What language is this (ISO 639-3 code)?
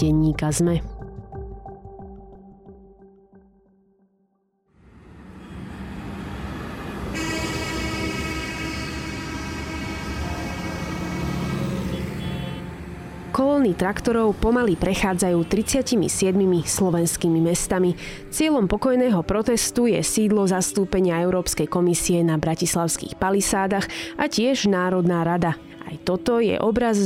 slk